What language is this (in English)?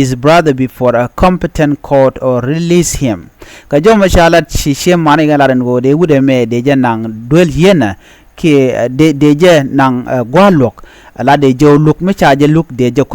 Nuer